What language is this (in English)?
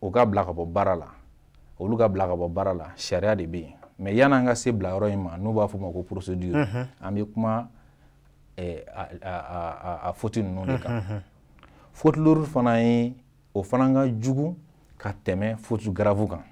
Bambara